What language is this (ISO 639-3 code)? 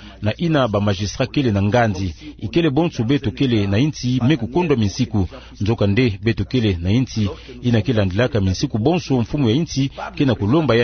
ktu